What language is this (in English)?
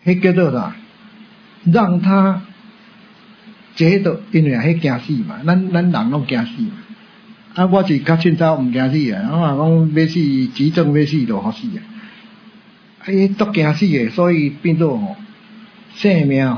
Min Nan Chinese